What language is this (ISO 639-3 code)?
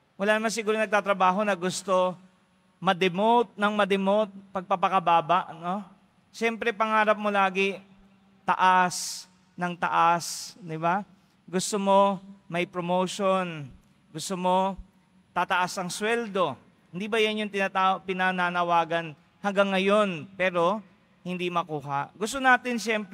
fil